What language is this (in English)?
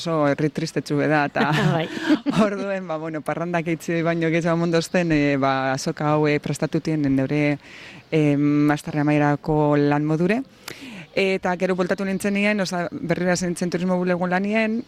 Basque